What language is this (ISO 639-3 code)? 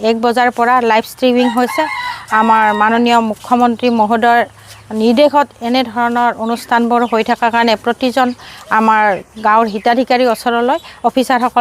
asm